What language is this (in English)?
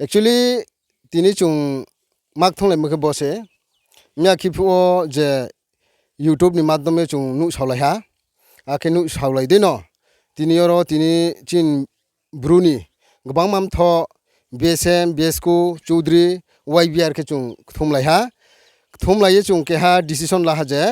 Riang (India)